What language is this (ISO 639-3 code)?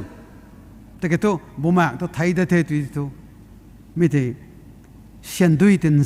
nbu